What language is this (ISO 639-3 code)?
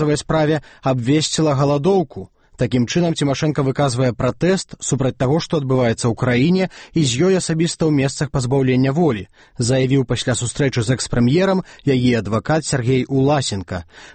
bel